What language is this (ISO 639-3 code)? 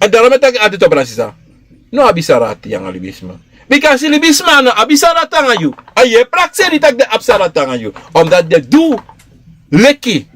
srn